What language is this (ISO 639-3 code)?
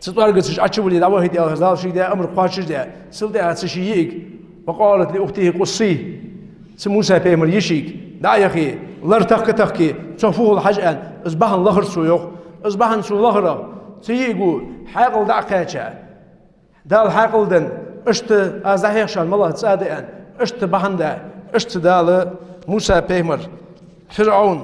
inh